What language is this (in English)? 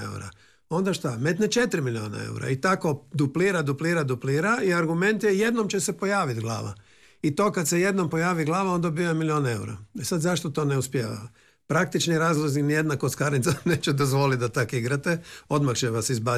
Croatian